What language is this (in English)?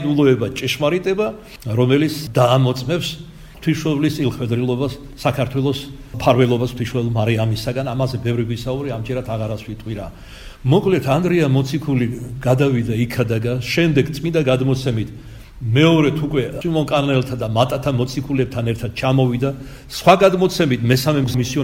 Georgian